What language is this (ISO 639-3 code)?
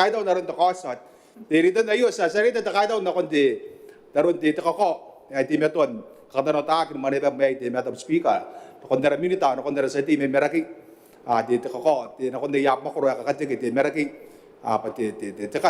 gil